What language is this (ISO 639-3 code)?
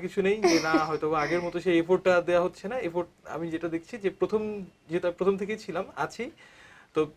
ben